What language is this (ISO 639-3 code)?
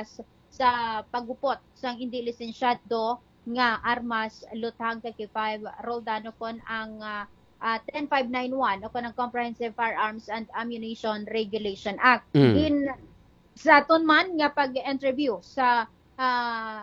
hil